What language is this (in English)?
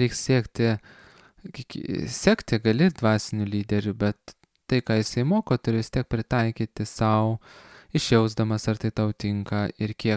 Lithuanian